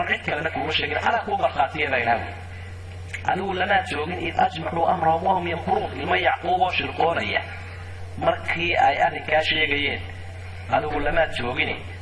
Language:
Somali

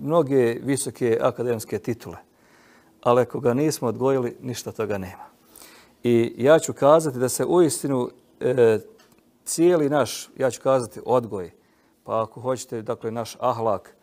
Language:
Bosnian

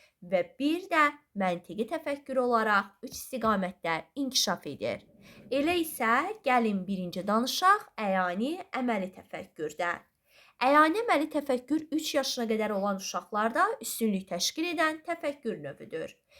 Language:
Azerbaijani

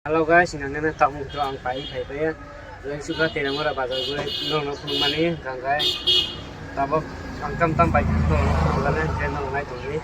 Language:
Kok Borok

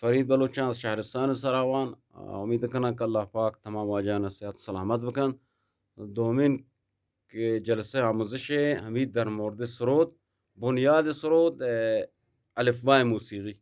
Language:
Eastern Balochi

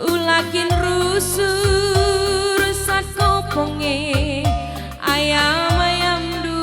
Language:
Batak Karo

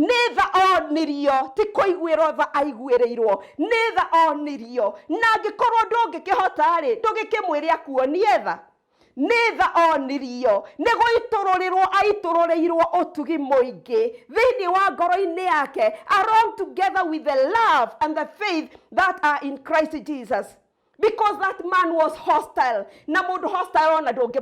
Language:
Kikuyu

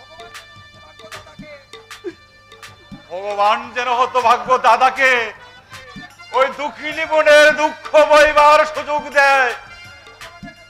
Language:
Bangla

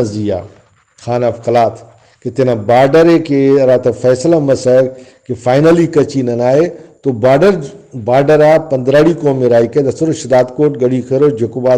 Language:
Brahui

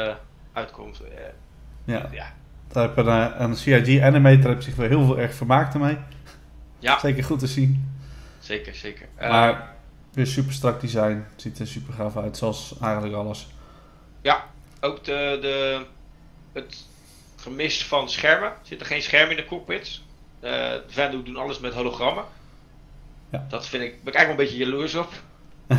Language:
Dutch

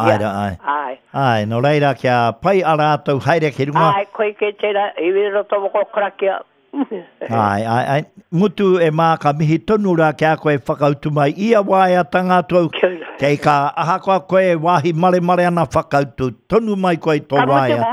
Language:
Māori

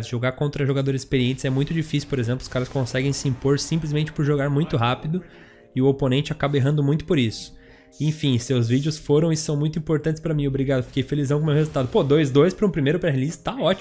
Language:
Portuguese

